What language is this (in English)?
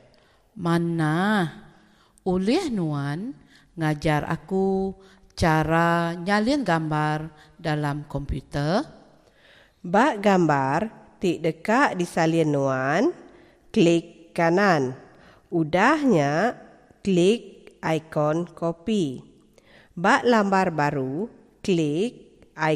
Iban